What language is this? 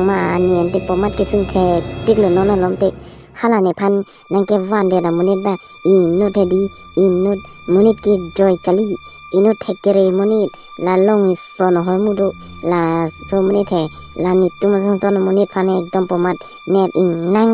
Karbi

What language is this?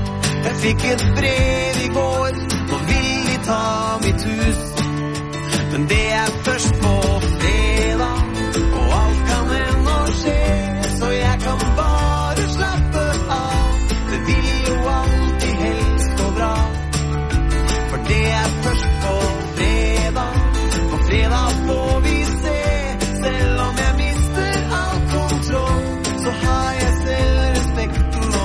Norwegian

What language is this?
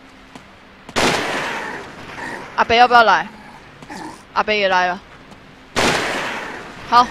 Chinese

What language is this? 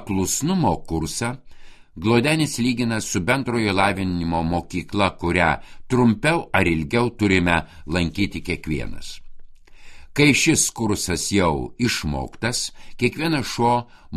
Lithuanian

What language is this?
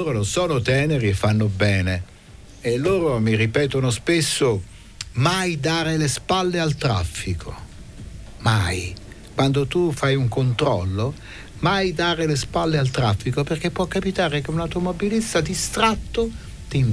Italian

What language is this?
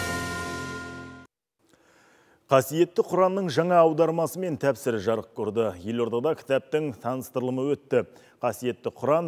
Kazakh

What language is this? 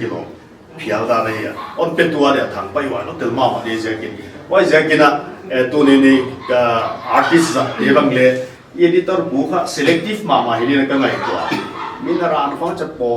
Paite Chin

